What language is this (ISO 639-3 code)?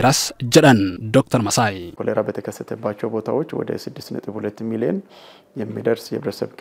orm